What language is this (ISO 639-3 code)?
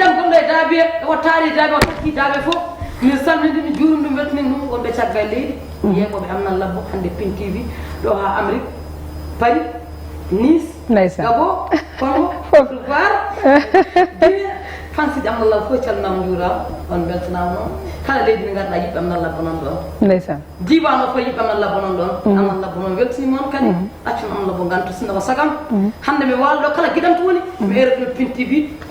ful